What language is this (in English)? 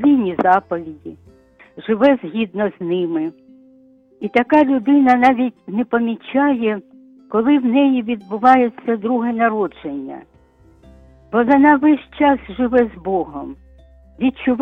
Ukrainian